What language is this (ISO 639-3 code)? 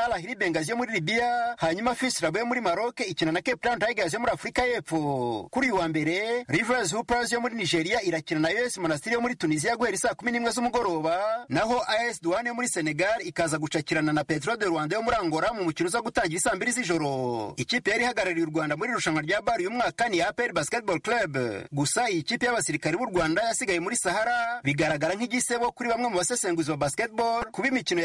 kin